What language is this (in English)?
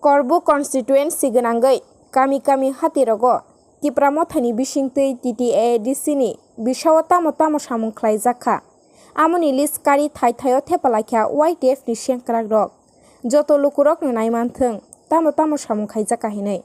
Kok Borok